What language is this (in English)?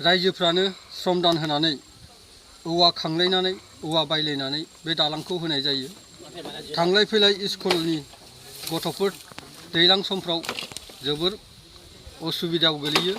Bodo